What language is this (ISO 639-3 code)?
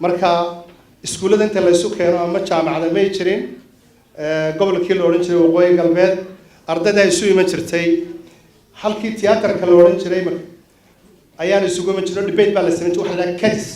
som